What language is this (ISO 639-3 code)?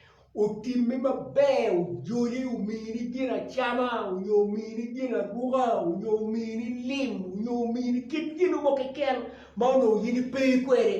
ach